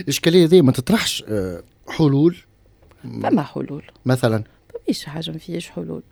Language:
Tunisian Arabic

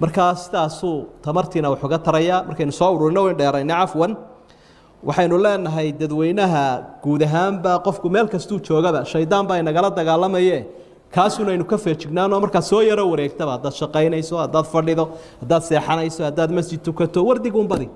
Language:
Somali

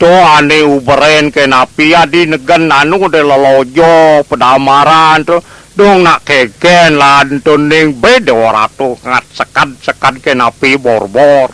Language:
Balinese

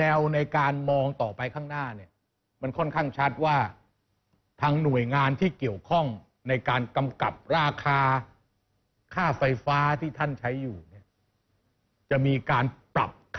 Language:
Thai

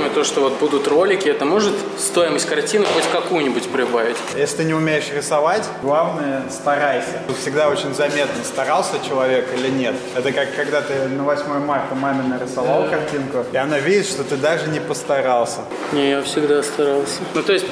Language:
Russian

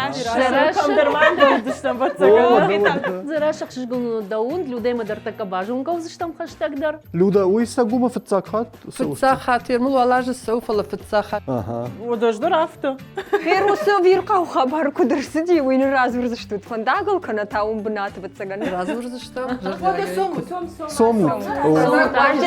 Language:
Ossetic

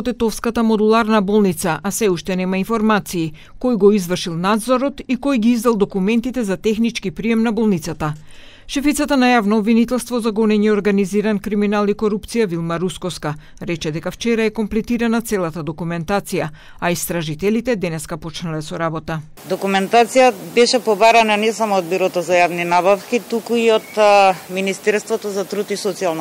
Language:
Macedonian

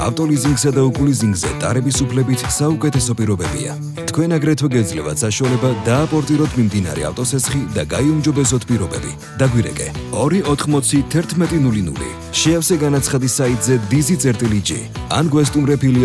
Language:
Georgian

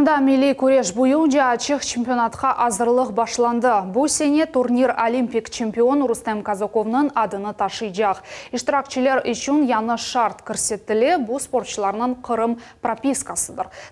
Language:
Crimean Tatar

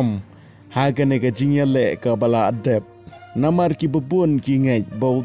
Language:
Khasi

